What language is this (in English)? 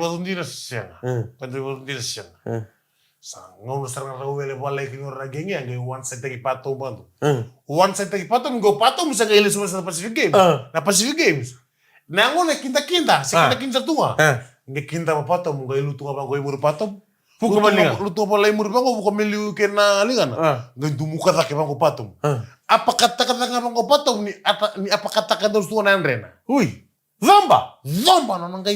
Fijian